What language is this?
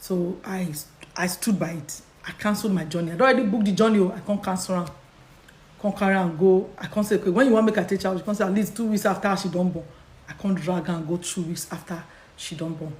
Nigerian Pidgin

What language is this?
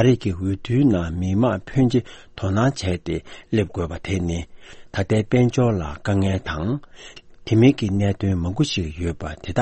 Tibetan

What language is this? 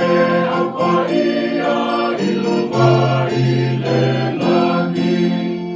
Samoan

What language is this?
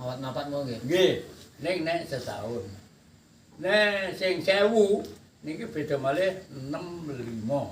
Javanese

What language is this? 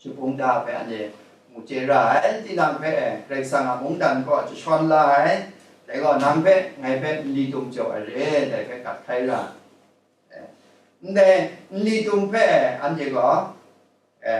Kachin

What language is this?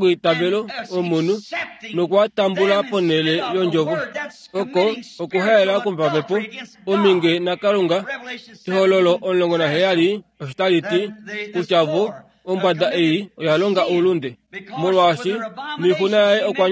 Kuanyama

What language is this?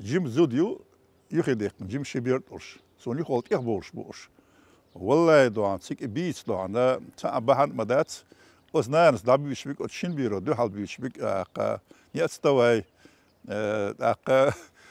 Chechen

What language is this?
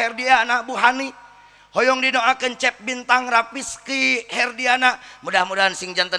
Sundanese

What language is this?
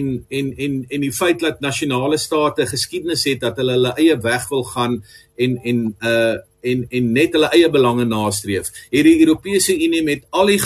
Afrikaans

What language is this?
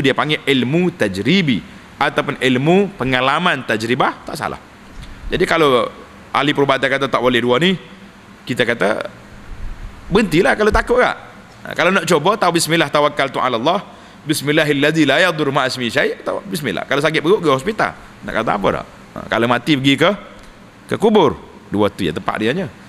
Malay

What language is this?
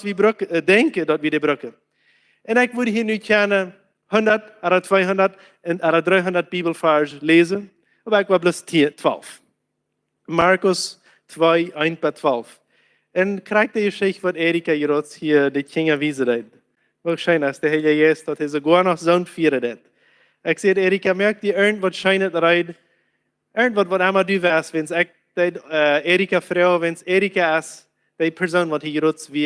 Plautdietsch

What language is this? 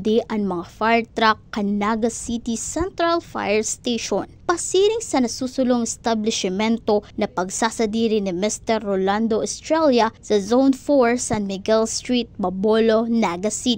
Bikol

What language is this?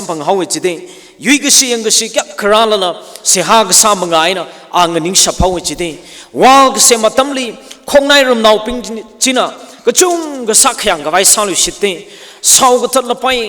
Tangkhul Naga (India)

